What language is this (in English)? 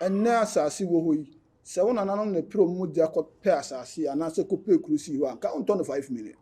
Akan